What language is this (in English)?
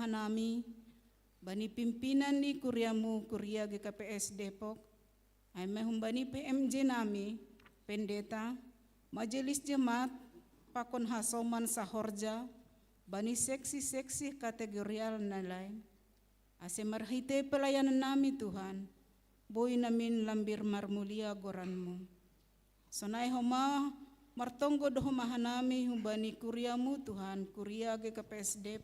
Batak Simalungun